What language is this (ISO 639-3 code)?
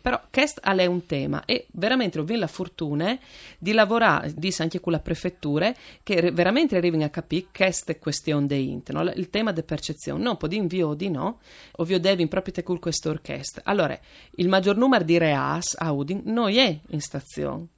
fur